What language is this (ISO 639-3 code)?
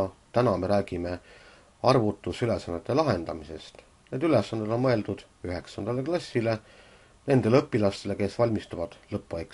est